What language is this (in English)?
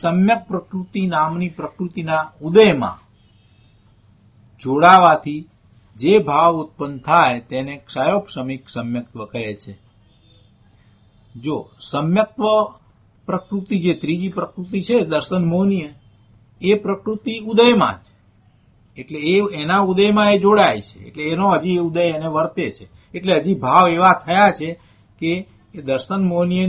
Gujarati